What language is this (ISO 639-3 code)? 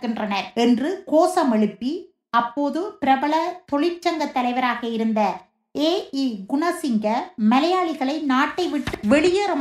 tam